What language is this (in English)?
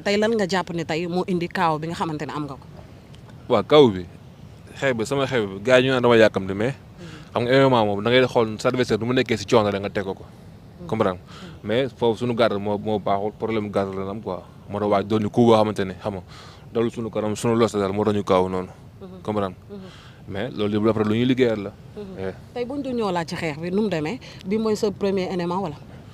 Wolof